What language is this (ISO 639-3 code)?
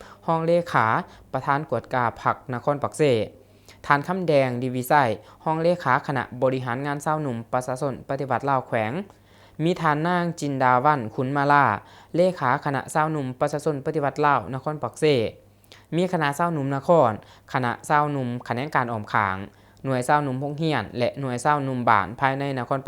lao